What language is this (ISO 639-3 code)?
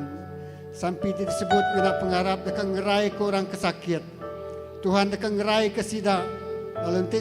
iba